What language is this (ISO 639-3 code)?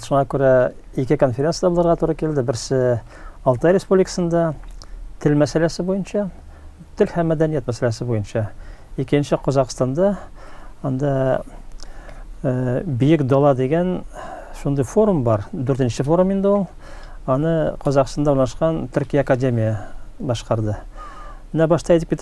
tat